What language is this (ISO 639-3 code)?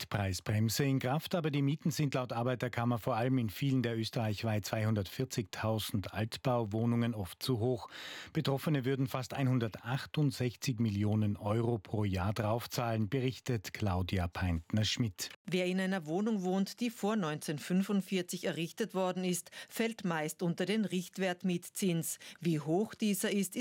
deu